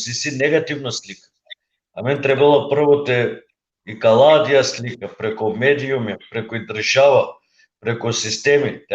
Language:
Balkan Romani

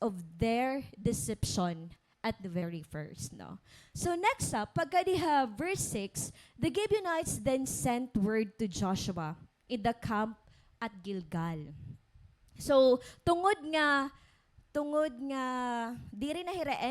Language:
Waray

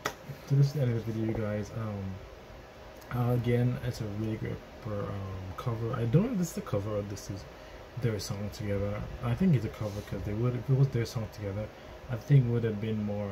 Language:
English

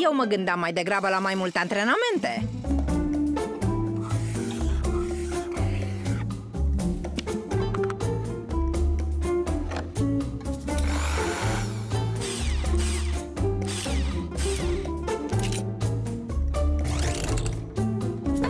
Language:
Romanian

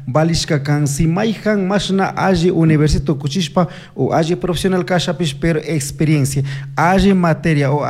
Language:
Chimborazo Highland Quichua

